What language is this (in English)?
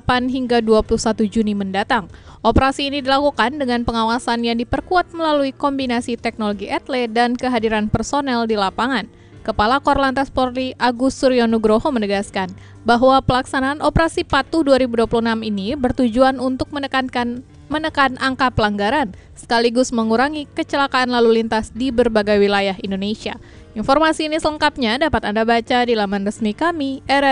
Indonesian